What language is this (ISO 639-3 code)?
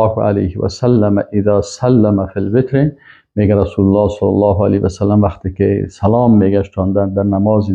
fas